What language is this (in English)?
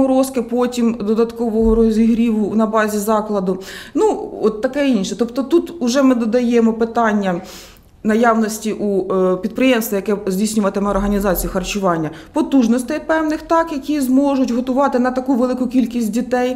Ukrainian